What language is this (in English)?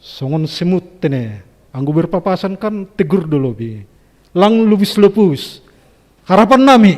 Batak Simalungun